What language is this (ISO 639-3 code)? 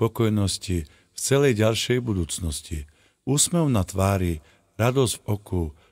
slk